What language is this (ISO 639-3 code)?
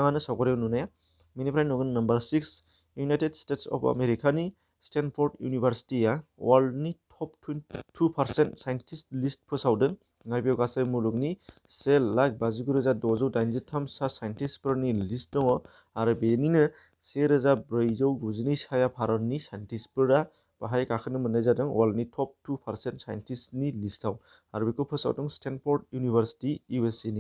brx